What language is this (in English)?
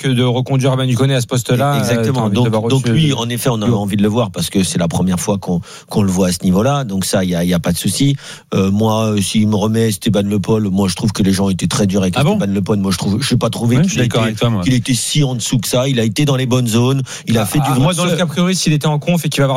French